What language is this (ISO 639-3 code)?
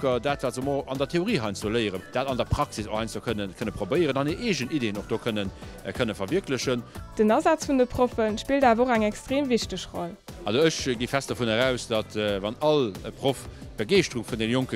ltz